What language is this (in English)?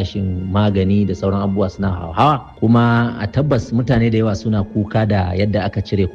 Hausa